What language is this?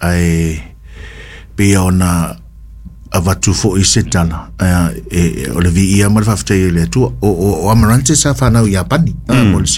Samoan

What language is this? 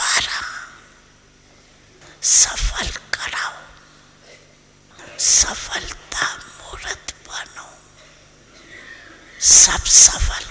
Hindi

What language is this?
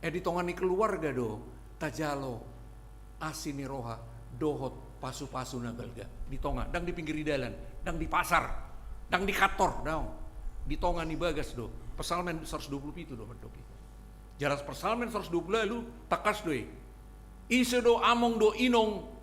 Batak Toba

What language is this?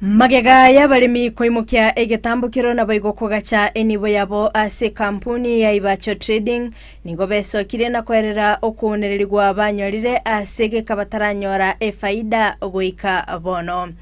Gusii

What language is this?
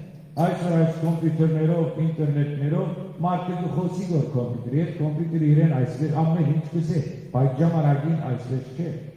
Western Armenian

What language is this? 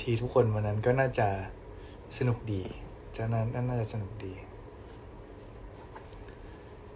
Thai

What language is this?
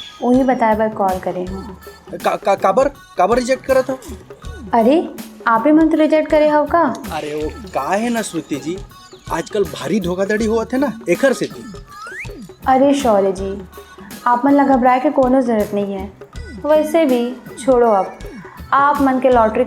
Chhattisgarhi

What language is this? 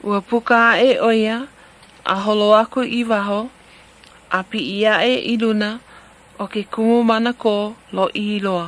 Hawaiian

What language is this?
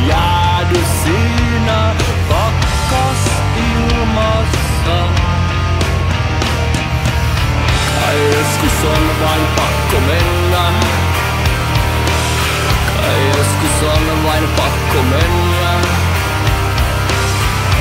Finnish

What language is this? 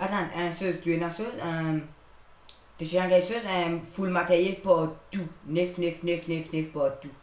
Morisyen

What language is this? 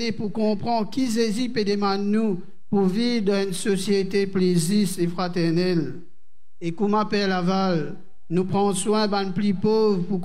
Morisyen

